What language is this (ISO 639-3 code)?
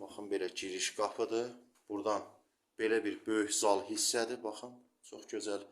aze